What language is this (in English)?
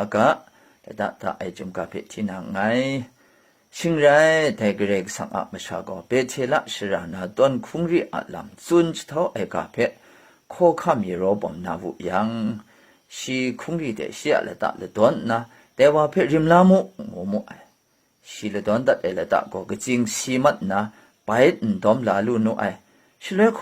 Kachin